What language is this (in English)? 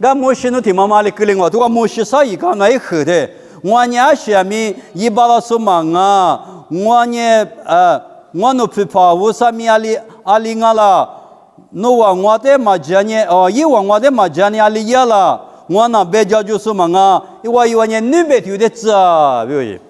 Lisu